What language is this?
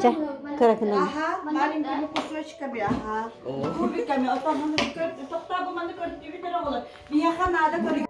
Yakut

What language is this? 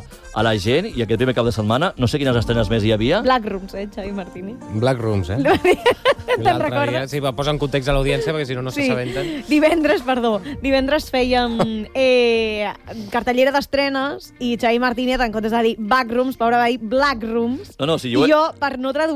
Catalan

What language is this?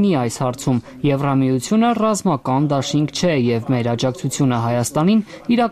Armenian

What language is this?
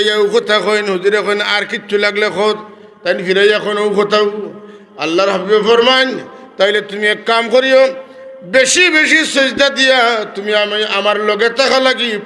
Sylheti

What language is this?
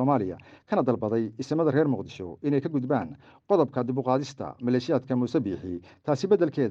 Somali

